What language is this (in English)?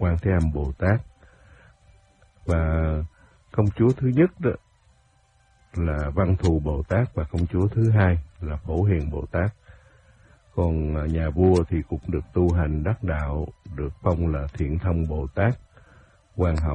Vietnamese